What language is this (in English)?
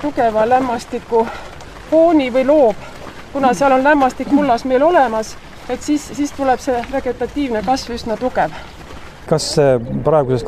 Estonian